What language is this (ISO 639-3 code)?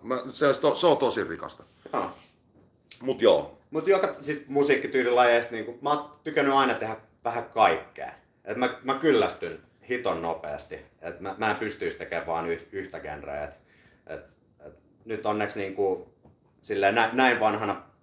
fin